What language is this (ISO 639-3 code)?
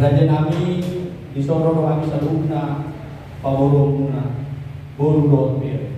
bbc